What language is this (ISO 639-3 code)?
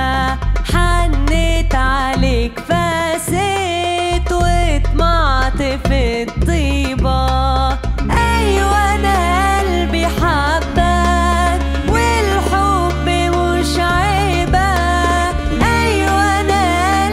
arz